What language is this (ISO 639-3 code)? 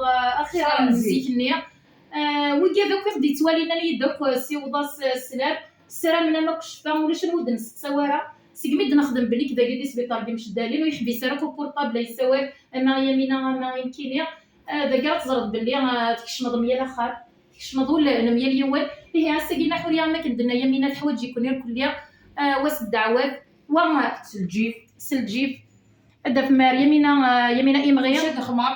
kab